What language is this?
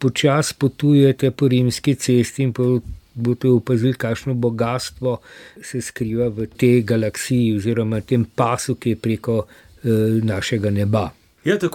Slovenian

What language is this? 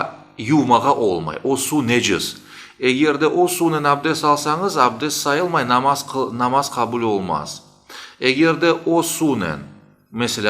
Crimean Tatar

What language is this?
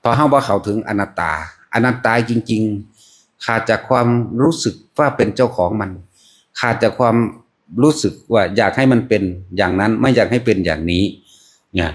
Northeastern Thai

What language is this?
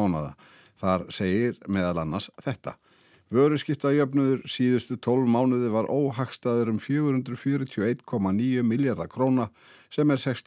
Icelandic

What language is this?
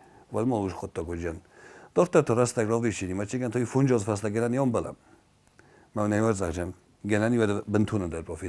Ossetic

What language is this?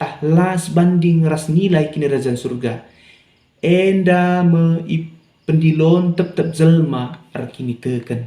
Batak Karo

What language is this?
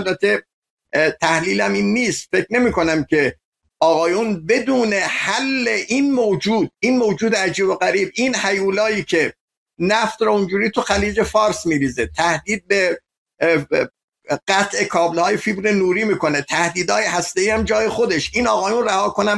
Persian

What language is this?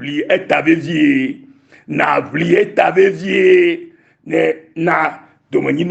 Ewe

